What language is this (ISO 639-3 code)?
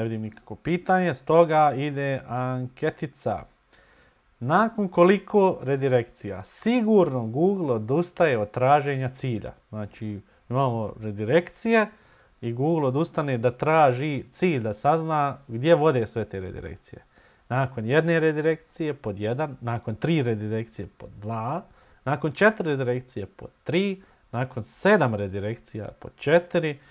bos